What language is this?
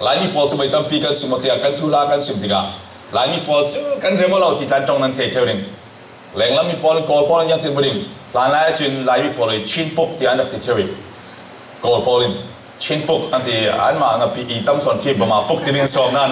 Falam Chin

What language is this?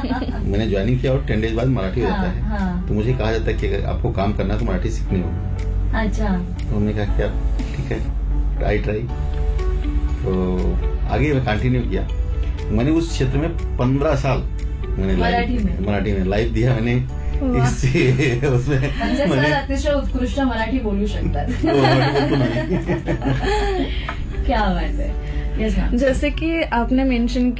Hindi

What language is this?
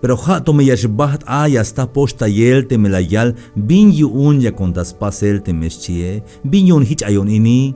Tzeltal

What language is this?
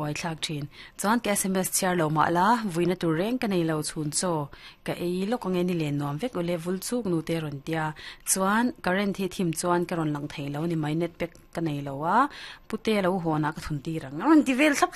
Mizo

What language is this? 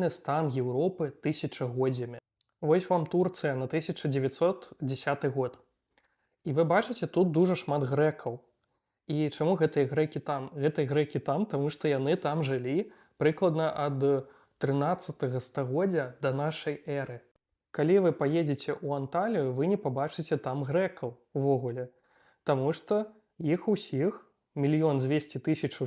Belarusian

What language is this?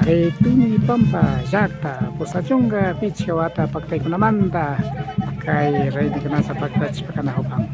Imbabura Highland Quichua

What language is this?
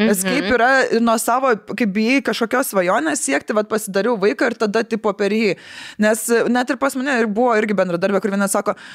Lithuanian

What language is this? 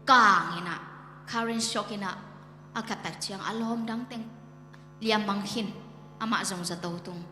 Tedim Chin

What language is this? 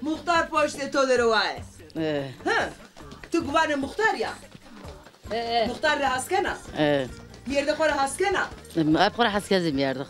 Zaza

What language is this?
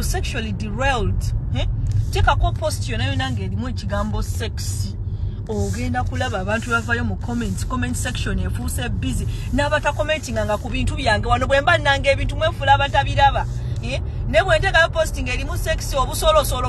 Ganda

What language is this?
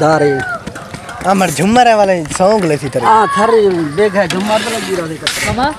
Saraiki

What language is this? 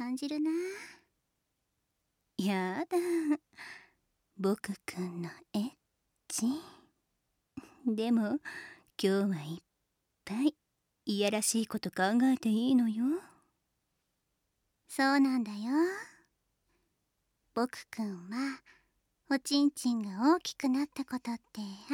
Japanese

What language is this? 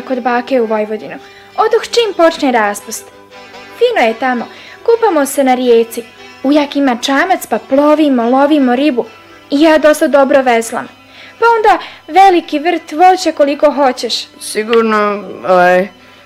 Bosnian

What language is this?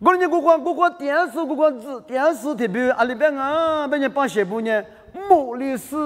Lisu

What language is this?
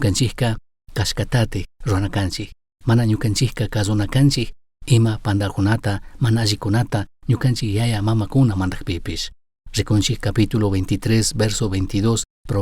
Chimborazo Highland Quichua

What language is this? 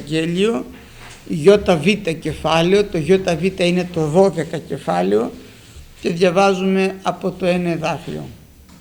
Greek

